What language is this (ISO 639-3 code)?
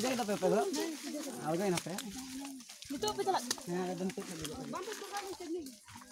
sat